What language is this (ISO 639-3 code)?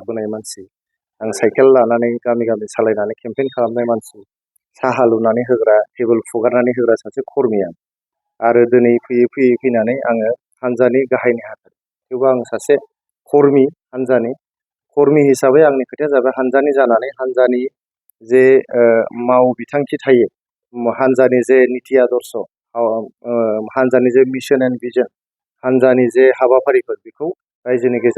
brx